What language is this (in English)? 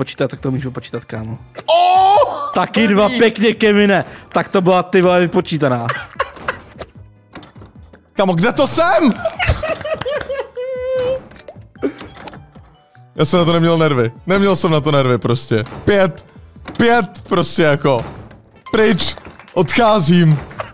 Czech